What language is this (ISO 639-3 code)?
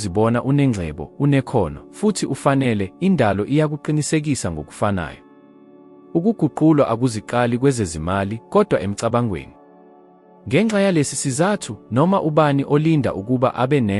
zul